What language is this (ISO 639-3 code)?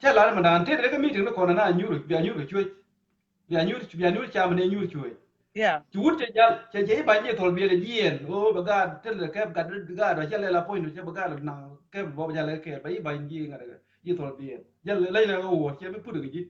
nus